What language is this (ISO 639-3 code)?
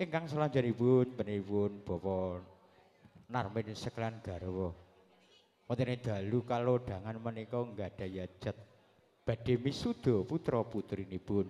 jav